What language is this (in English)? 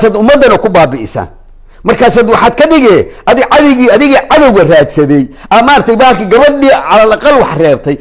Somali